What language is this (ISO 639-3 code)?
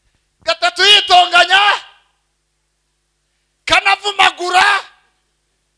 kin